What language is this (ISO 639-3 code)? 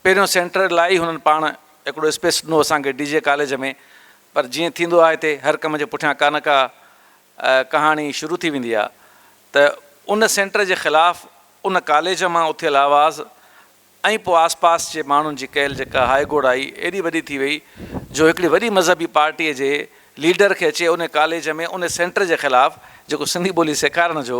snd